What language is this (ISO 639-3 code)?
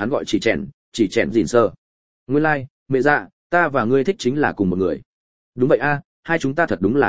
vie